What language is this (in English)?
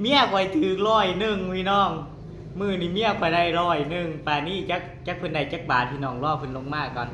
Northeastern Thai